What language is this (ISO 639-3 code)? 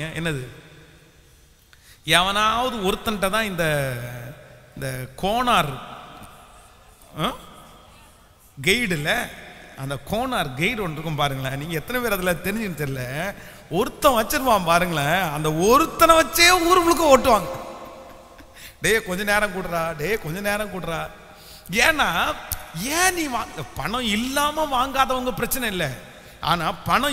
tam